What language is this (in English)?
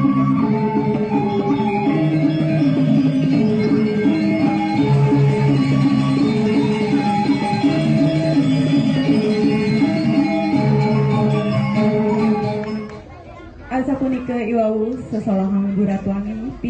Balinese